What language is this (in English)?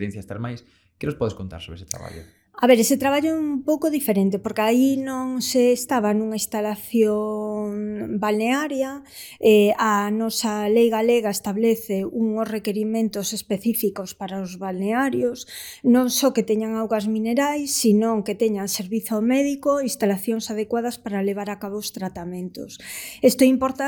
Galician